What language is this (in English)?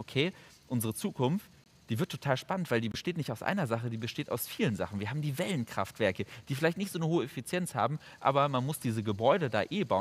German